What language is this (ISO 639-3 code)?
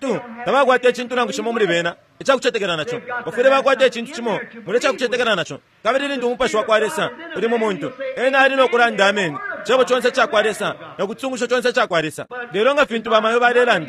bem